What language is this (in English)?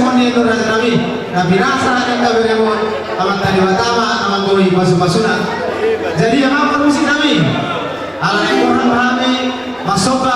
Batak Toba